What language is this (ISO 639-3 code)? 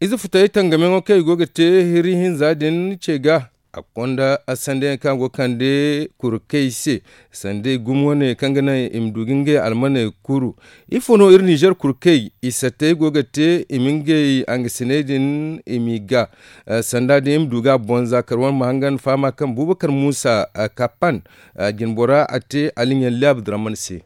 dje